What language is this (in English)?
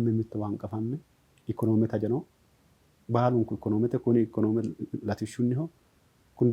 Sidamo